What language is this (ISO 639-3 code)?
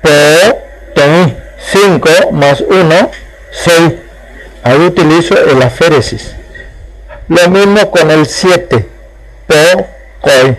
grn